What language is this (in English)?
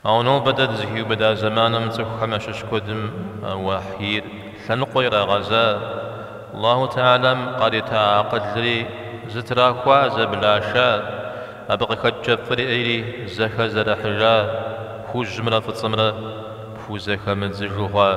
Kabardian